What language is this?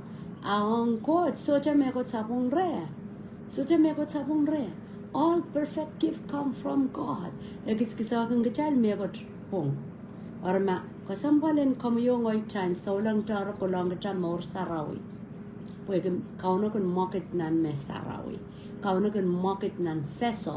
Pohnpeian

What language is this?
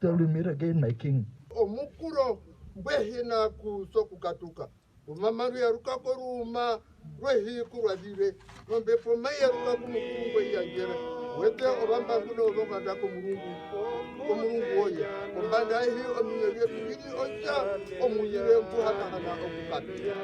Herero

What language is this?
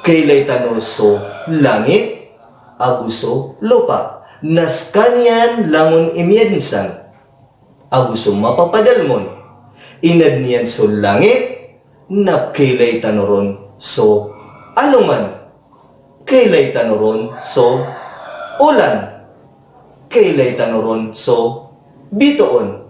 Maranao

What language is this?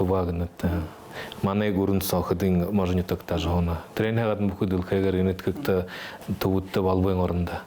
Buriat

